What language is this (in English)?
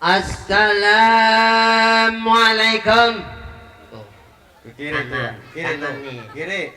Betawi